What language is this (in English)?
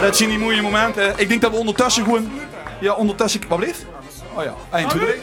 Limburgish